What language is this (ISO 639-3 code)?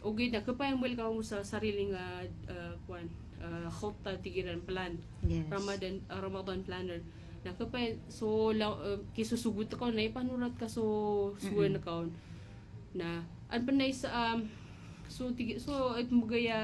mrw